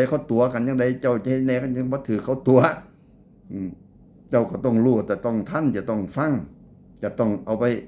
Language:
Northeastern Thai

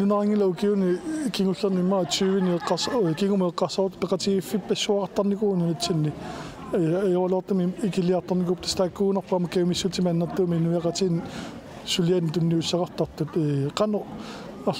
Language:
Kalaallisut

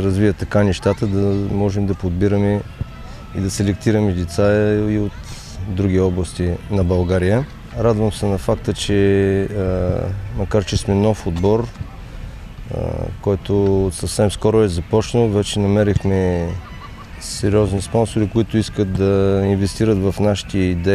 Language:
Bulgarian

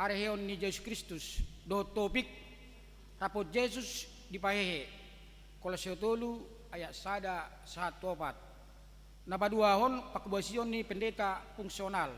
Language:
Batak Toba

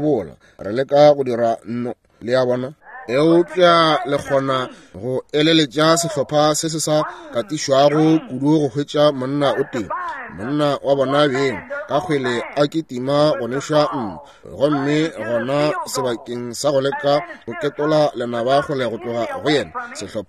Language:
Northern Sotho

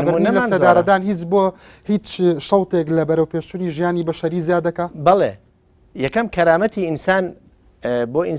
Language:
Central Kurdish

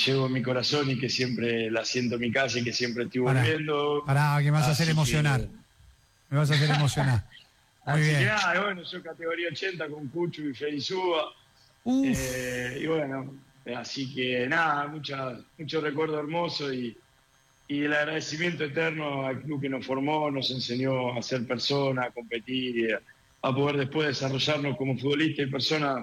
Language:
Spanish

